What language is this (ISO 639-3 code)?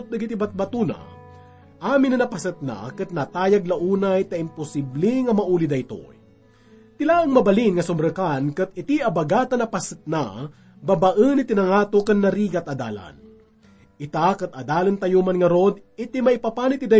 ilo